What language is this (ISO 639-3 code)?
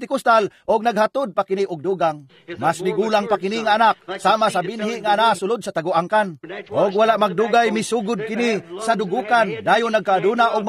ceb